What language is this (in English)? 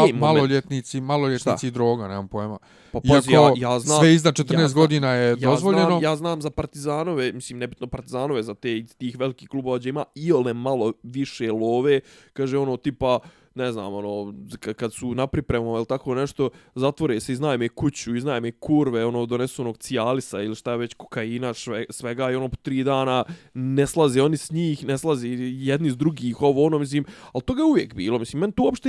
Bosnian